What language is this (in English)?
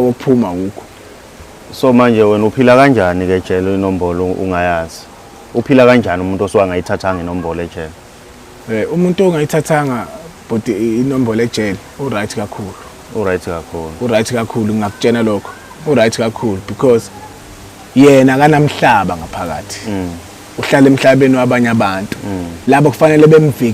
Zulu